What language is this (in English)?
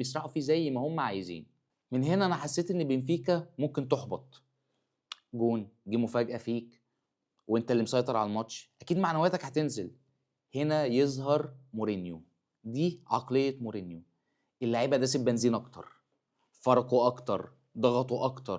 Egyptian Arabic